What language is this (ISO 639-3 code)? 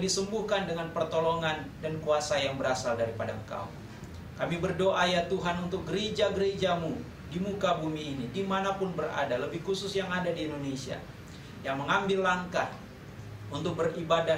ind